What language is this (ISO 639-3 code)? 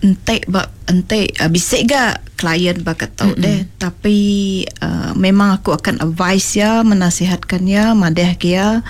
iba